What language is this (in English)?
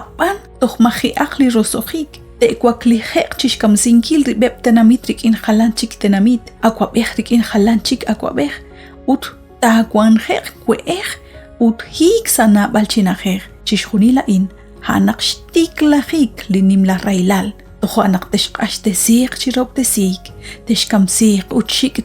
Kekchí